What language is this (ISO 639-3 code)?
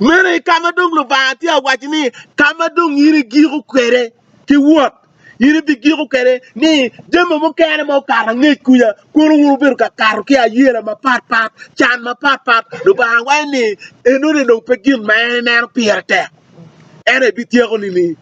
ach